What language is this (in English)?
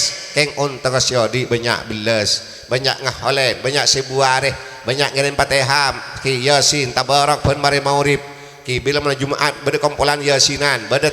Madurese